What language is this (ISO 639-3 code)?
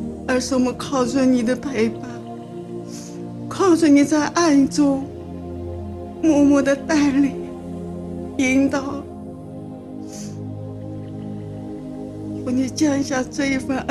zho